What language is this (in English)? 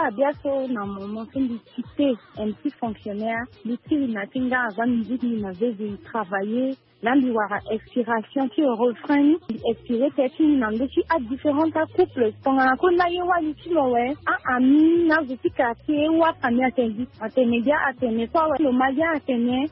Sango